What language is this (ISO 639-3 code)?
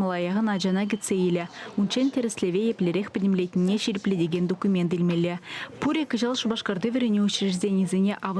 chv